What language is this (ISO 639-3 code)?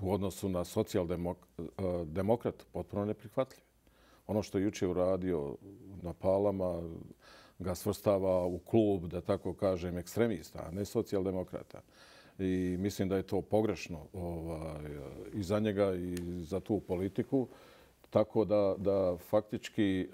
bos